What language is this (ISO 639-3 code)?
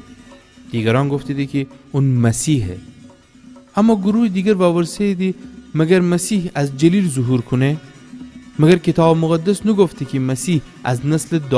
glk